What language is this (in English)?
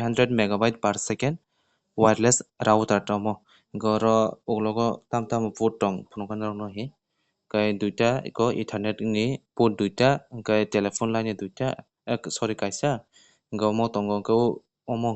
Kok Borok